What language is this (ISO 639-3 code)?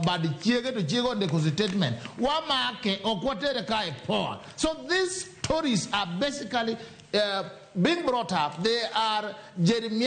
luo